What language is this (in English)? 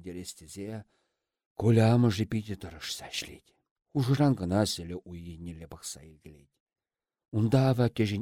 Chuvash